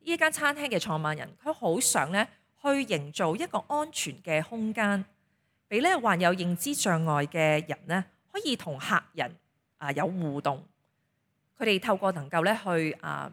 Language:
Cantonese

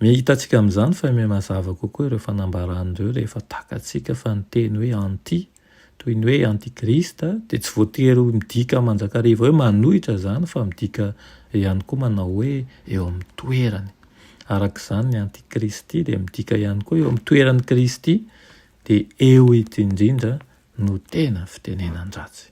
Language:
Malagasy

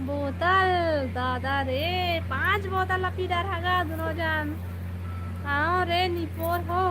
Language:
Chhattisgarhi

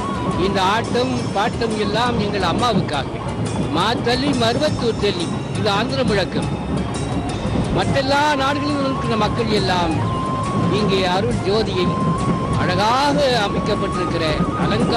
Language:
Tamil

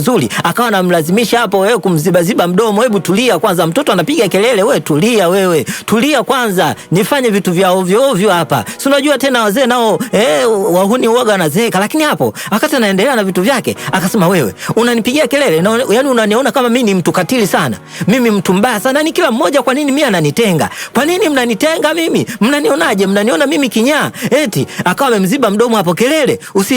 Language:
Swahili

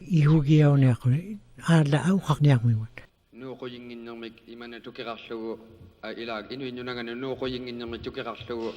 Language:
Western Canadian Inuktitut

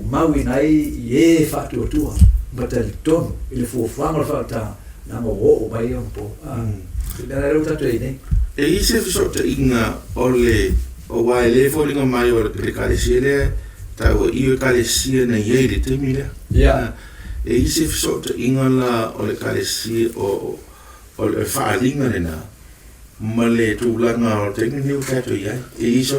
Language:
Samoan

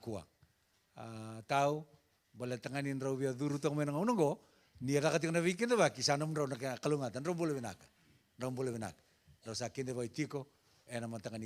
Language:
Fijian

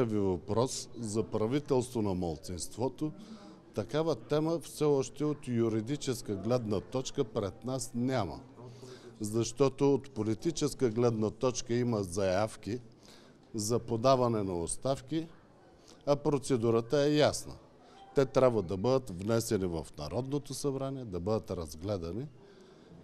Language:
Bulgarian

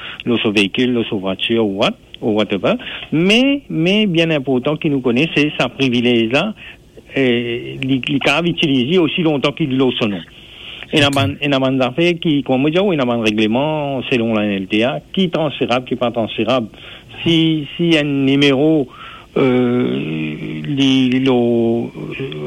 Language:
Morisyen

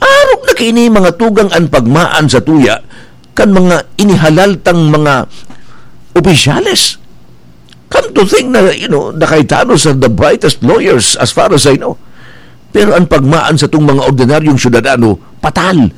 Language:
Bikol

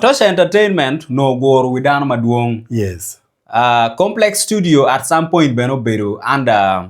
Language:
Acoli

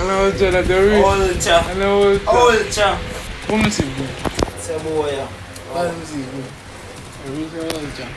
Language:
Jamaican Creole English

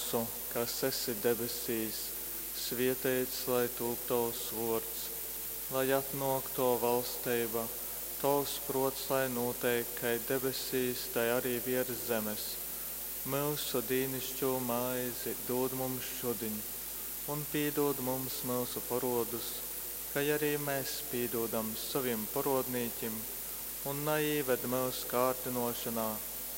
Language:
Latgalian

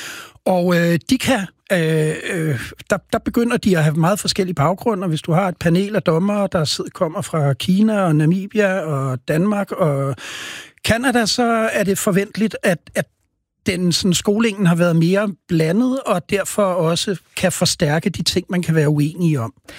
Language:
Danish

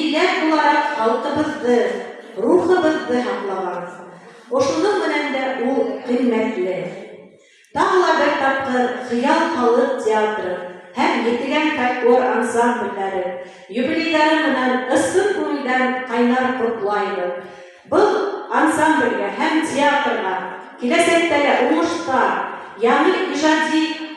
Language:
Bashkir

